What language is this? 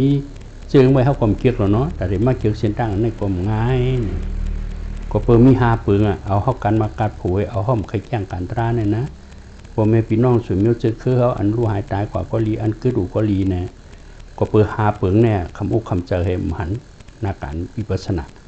Shan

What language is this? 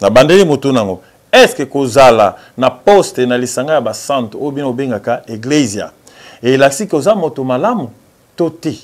Lingala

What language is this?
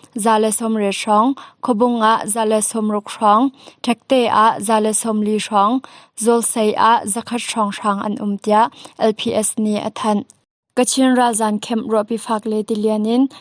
Hakha Chin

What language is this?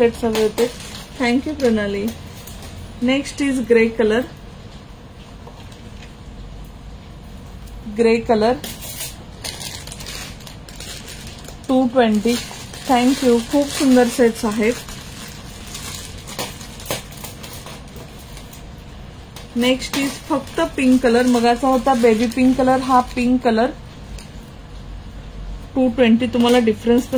Marathi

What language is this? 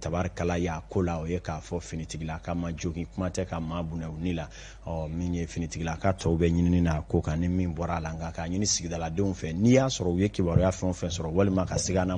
Bambara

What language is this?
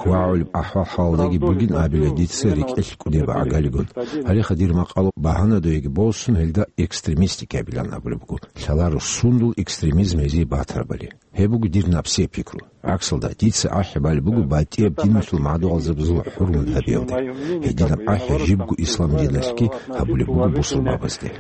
Avaric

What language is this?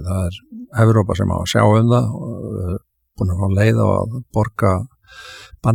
Icelandic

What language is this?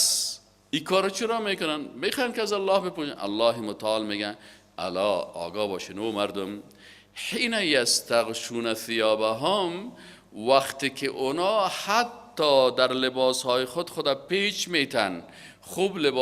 Persian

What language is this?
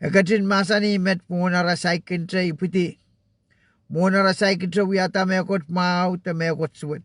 Pohnpeian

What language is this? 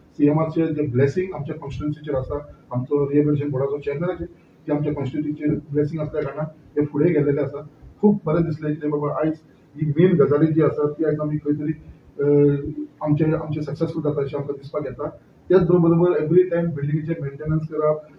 Konkani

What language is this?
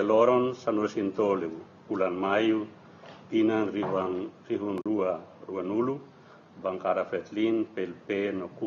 Tetum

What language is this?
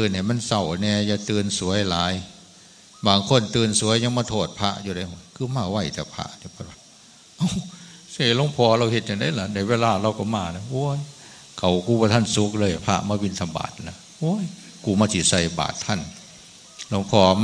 Northeastern Thai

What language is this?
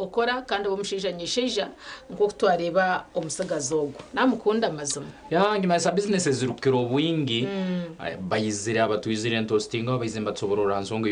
Nyankole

